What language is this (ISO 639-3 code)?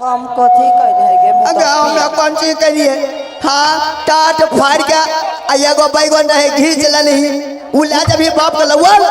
mai